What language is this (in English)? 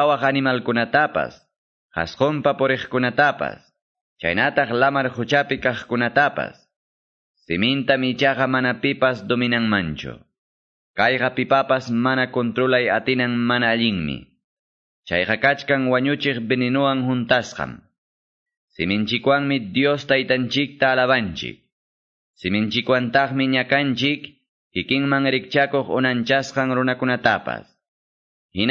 Quechua